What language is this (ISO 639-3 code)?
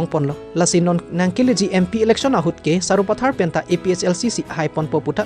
mjw